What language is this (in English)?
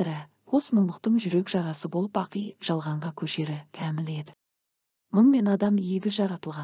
Kazakh